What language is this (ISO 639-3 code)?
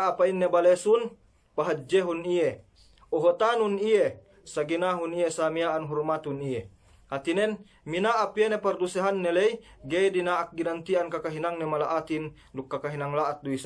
yka